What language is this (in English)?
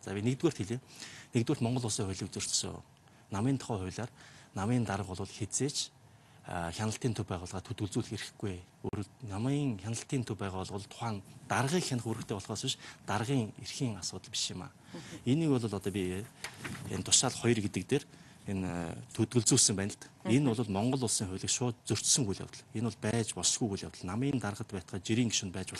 Mongolian